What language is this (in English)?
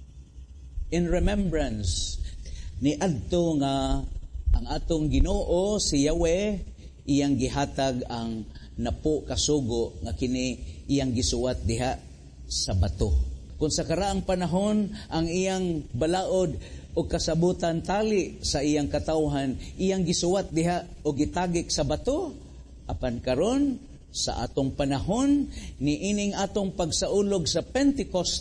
Cebuano